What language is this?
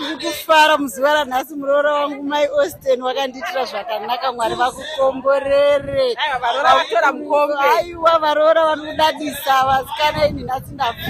Shona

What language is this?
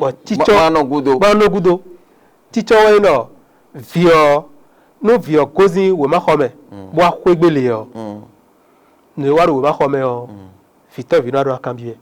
Fon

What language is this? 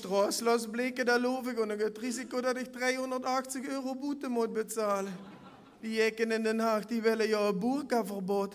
Limburgish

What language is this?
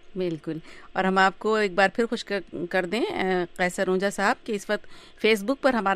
Urdu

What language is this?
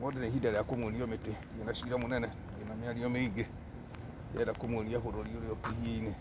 Kikuyu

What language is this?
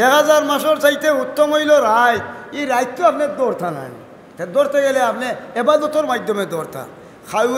Sylheti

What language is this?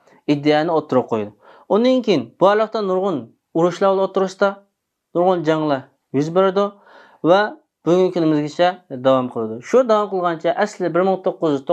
Uyghur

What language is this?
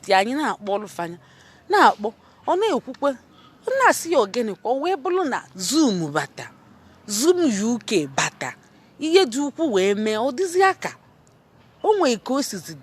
Igbo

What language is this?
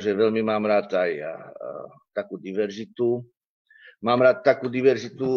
Slovak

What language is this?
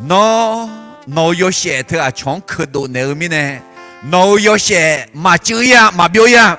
Akha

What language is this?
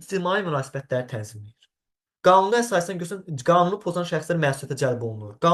Azerbaijani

